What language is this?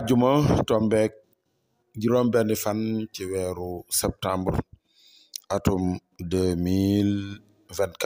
Wolof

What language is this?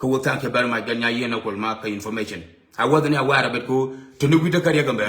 Nuer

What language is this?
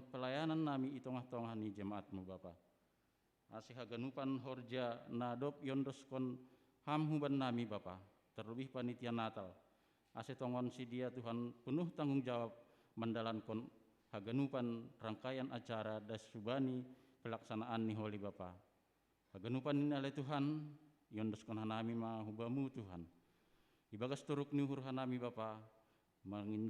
Batak Simalungun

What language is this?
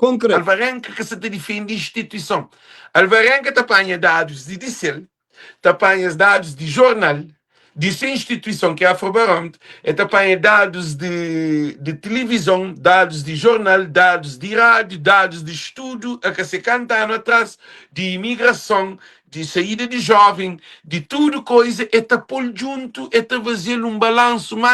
Kabuverdianu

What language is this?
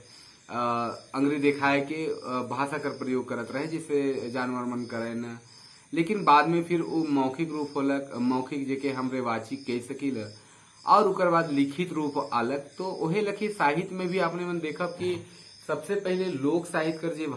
Sadri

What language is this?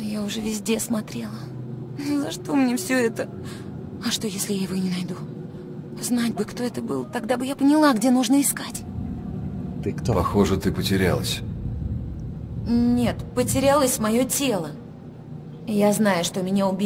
Russian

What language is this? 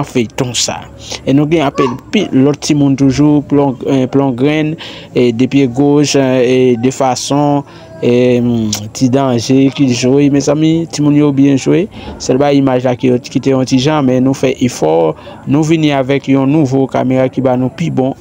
Haitian Creole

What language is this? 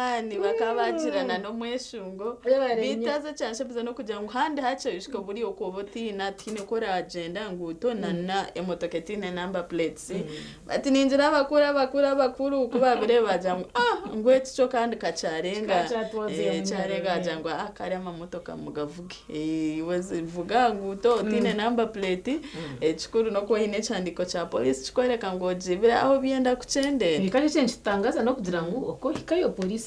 Nyankole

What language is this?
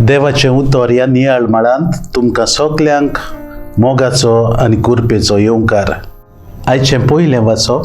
Konkani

